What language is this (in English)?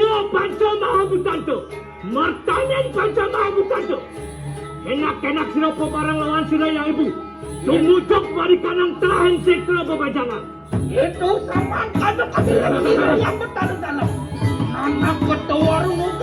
Balinese